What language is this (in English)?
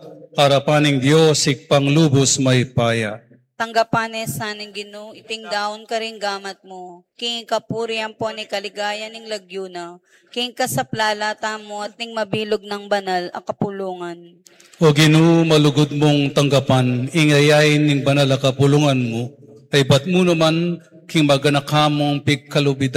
Pampanga